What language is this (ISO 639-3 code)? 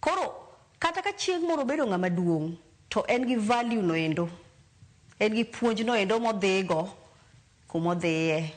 luo